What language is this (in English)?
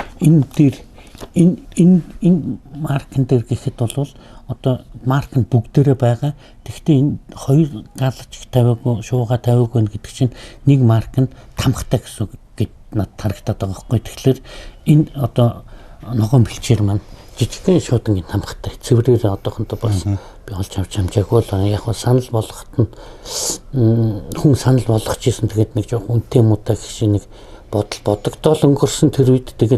Mongolian